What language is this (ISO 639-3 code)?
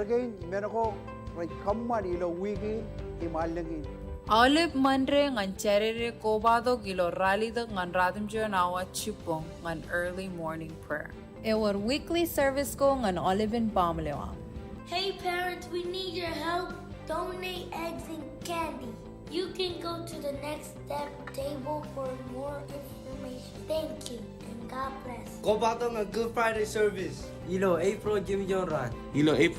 mah